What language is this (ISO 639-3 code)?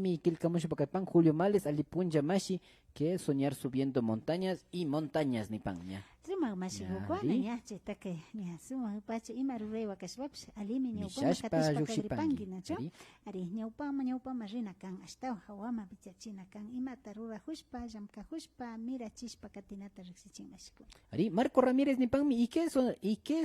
qvi